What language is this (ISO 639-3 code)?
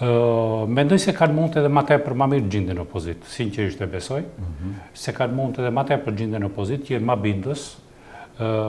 sqi